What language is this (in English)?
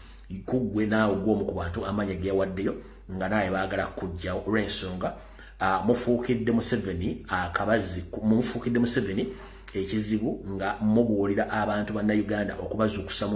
Ganda